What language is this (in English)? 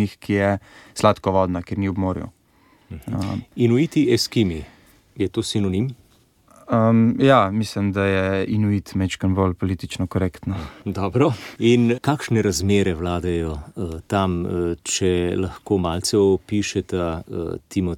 Slovenian